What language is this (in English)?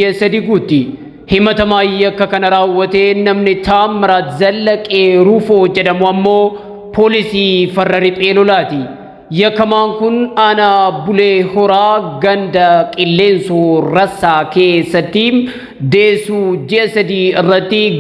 Oromo